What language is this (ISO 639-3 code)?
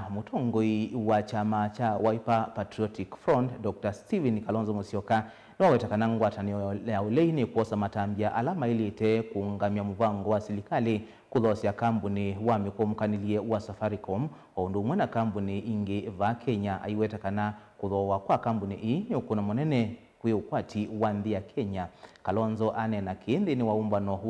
kam